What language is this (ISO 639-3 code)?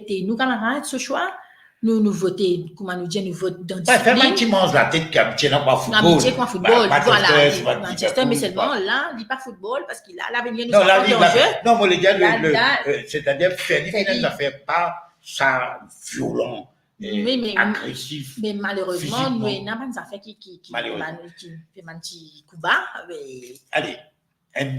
mfe